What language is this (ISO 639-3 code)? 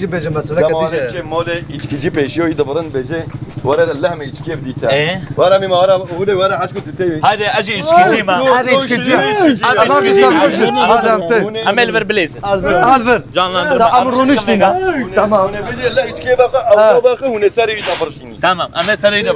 kur